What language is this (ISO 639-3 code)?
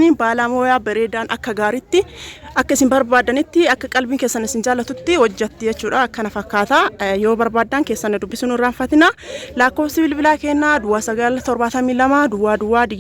orm